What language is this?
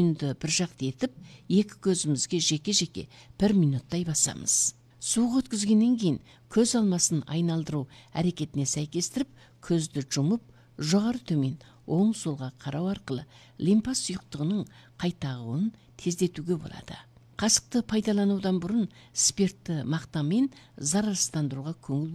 Kazakh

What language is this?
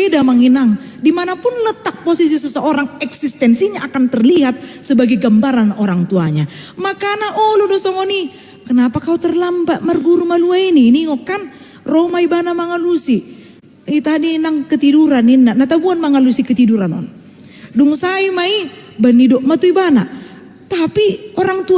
Batak Toba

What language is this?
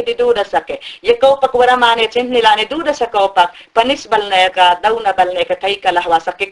Mayangna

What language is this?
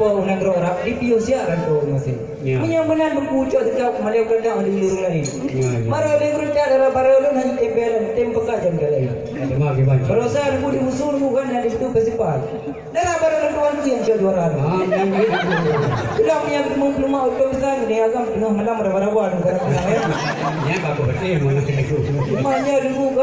Achinese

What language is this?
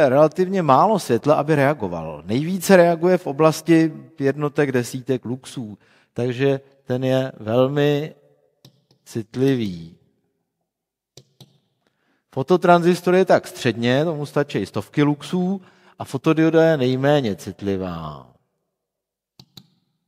Czech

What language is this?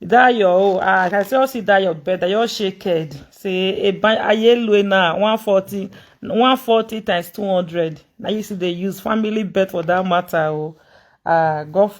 Nigerian Pidgin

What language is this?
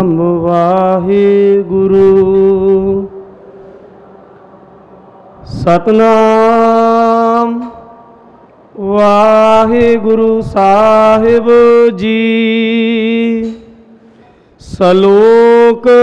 Punjabi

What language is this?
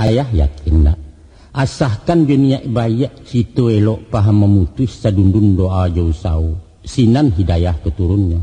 Minangkabau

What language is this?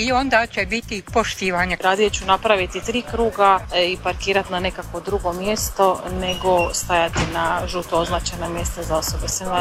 Croatian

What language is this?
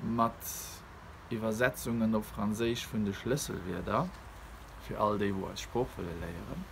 Luxembourgish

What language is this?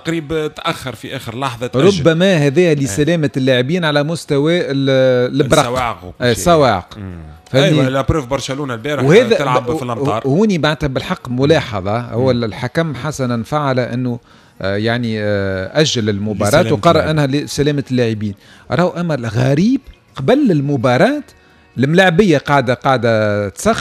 Tunisian Arabic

